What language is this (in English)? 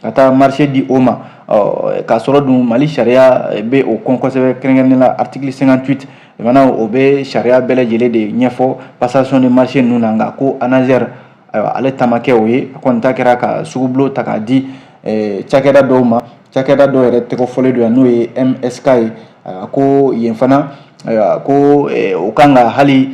Bambara